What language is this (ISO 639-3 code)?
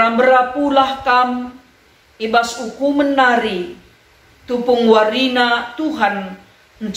btx